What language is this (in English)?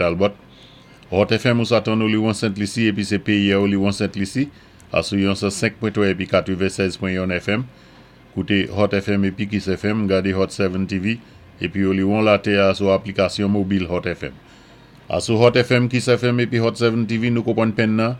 Saint Lucian Creole French